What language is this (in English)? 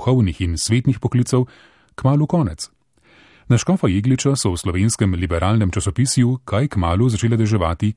Slovenian